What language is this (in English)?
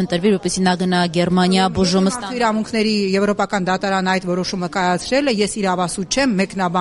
Armenian